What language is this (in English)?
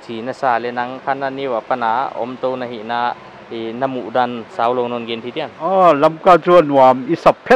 Paite Chin